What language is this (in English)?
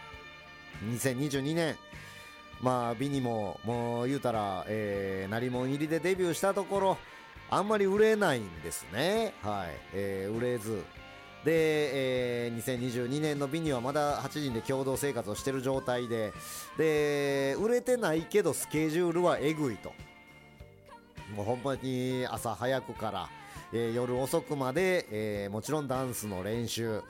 Japanese